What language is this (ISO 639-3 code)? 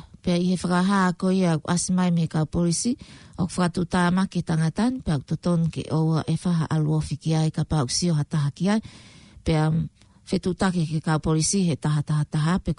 ton